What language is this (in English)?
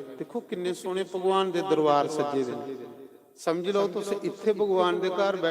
Dogri